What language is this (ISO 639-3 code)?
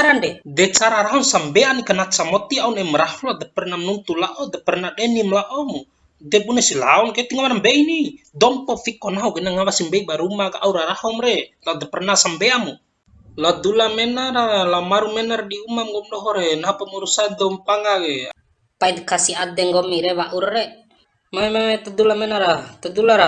bhp